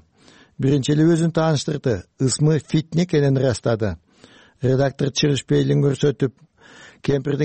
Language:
Kyrgyz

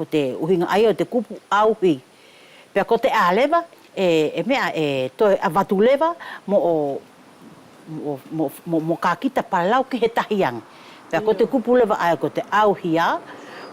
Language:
Wallisian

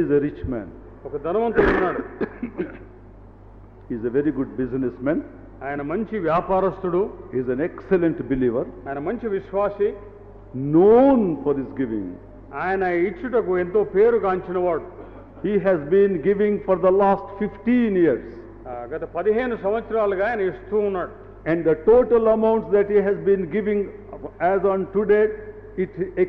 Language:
Telugu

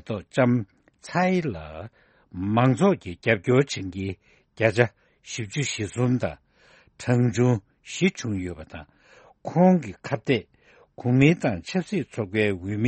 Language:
Tibetan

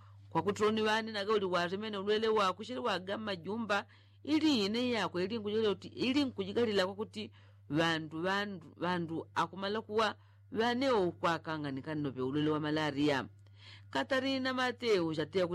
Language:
Yao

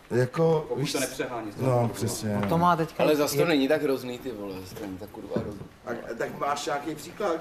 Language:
Czech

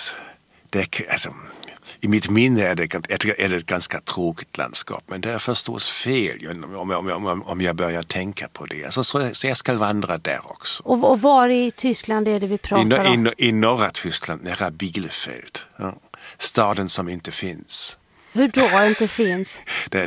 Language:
Swedish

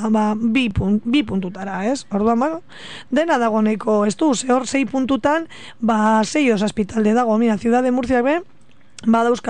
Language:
Basque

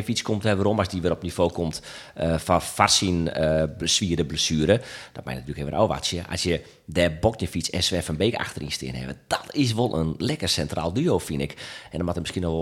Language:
Western Frisian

